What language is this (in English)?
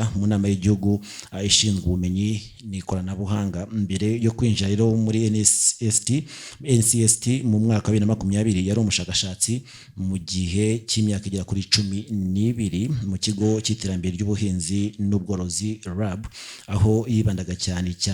Kinyarwanda